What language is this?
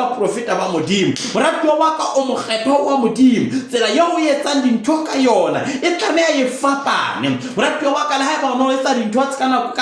Southern Sotho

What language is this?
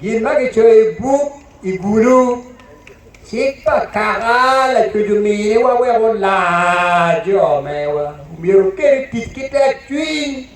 Acoli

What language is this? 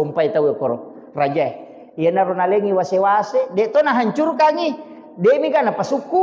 Buginese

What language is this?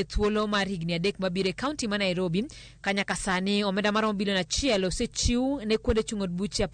Luo (Kenya and Tanzania)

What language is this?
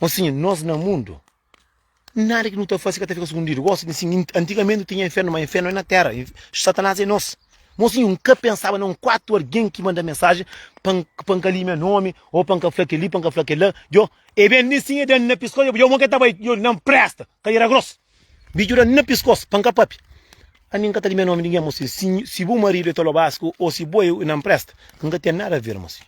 Kabuverdianu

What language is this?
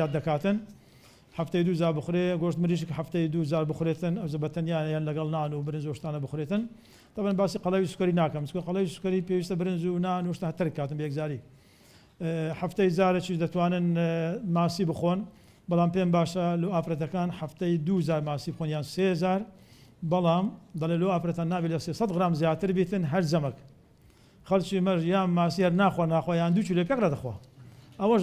Central Kurdish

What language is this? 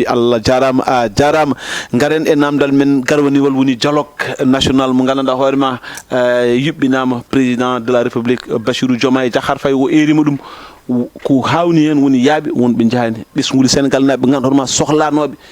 Fula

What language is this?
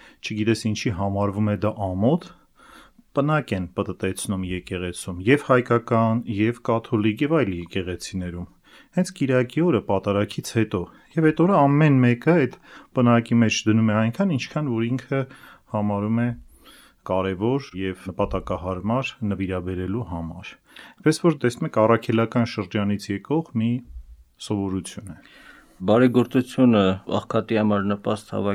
Armenian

